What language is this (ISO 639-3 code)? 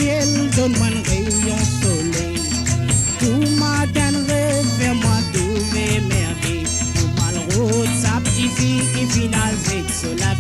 mfe